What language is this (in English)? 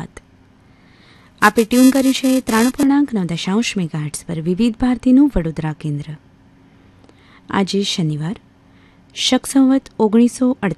Gujarati